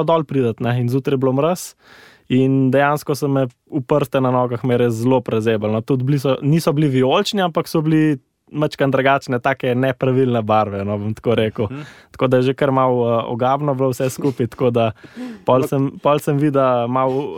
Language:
Slovenian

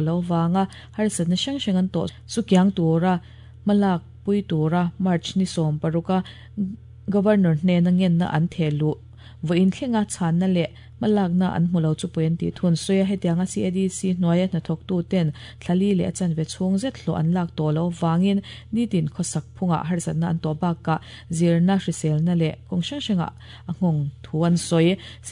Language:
Mizo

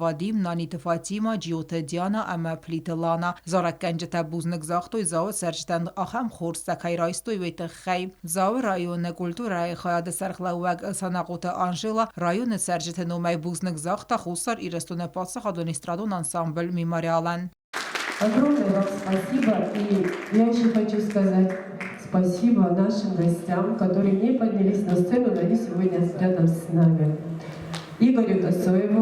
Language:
Ossetic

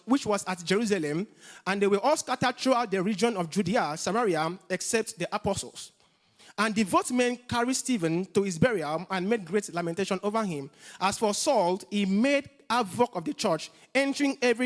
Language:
English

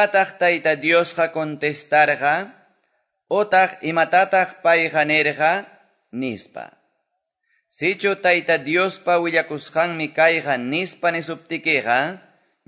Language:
Quechua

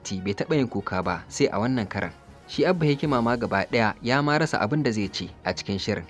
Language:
Hausa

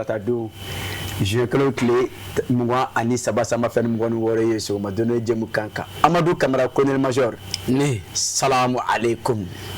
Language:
Bambara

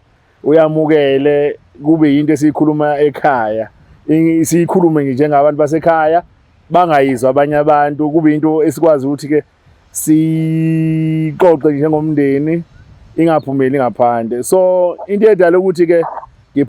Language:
Zulu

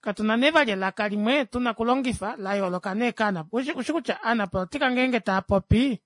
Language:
Kuanyama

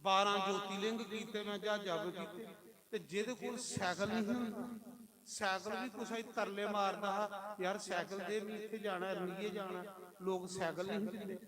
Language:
Dogri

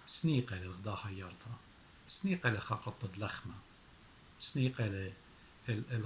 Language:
Assyrian Neo-Aramaic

